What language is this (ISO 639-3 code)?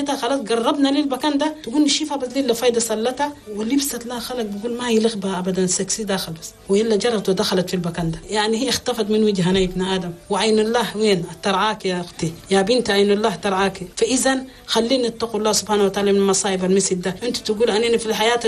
shu